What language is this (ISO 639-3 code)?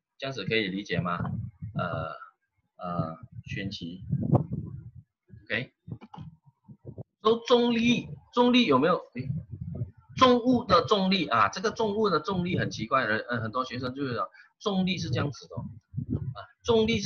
zho